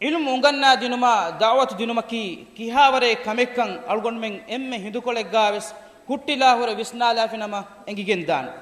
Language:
Divehi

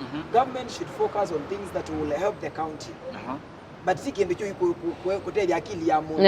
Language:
Kamba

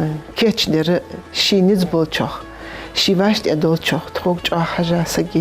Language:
Ingush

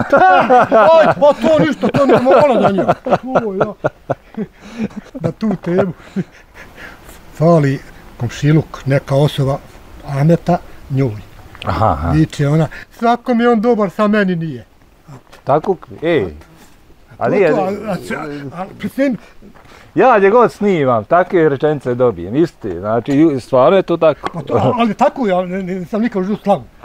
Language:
Bosnian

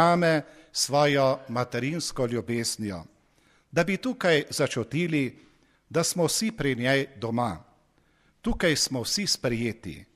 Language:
Slovenian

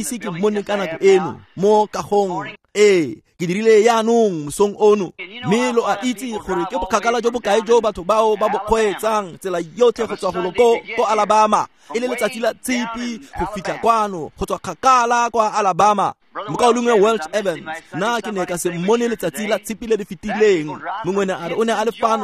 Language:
Tswana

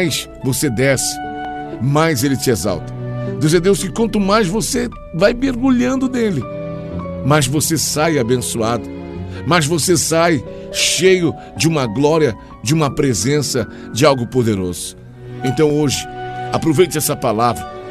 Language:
Portuguese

